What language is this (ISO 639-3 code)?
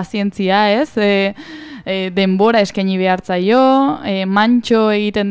eus